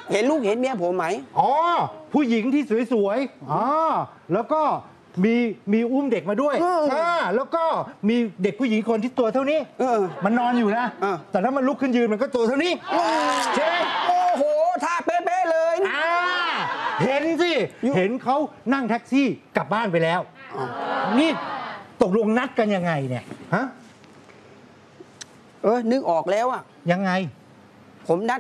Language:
Thai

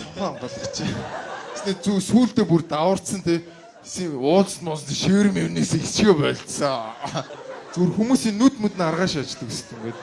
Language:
Mongolian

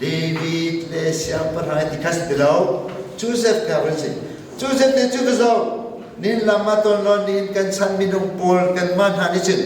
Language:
Hakha Chin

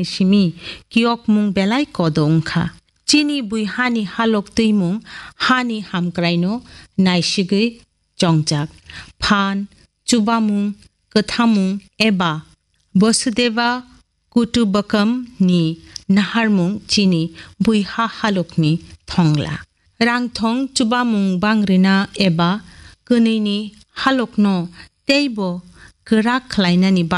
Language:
Kok Borok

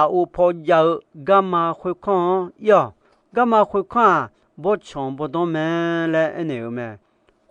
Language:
Akha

